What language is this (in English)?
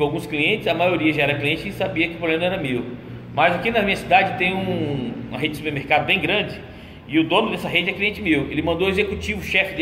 Portuguese